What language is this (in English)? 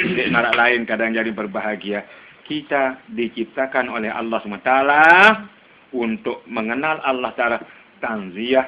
Sasak